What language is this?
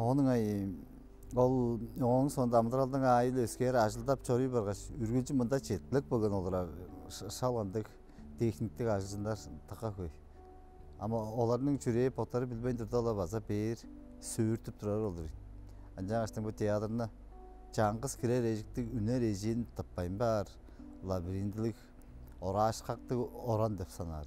Tuvinian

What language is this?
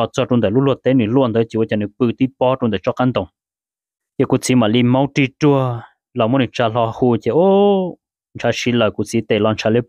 Hmong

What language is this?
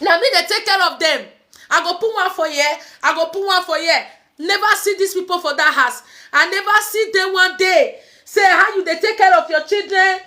Nigerian Pidgin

